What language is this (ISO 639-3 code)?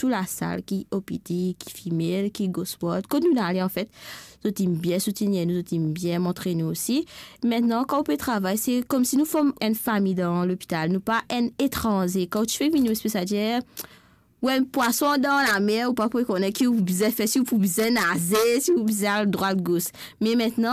mfe